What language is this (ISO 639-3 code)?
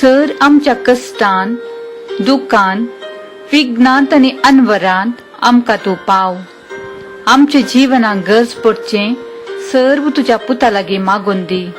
kok